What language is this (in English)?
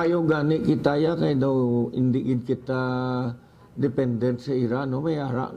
Hiligaynon